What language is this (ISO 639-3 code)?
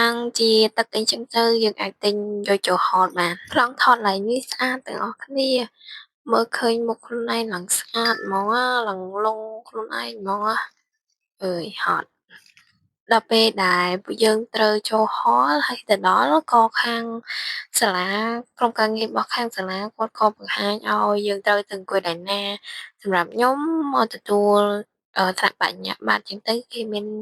khm